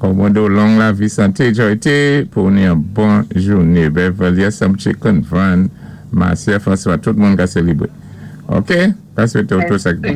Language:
Saint Lucian Creole French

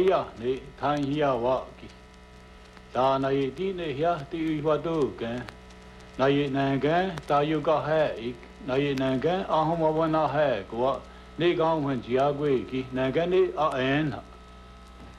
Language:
Burmese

